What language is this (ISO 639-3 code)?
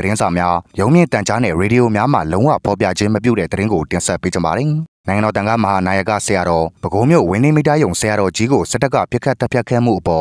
mya